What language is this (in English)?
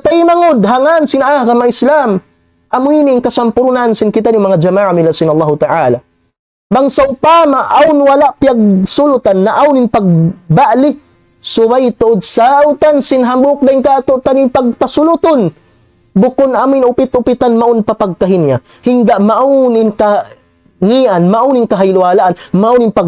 Tausug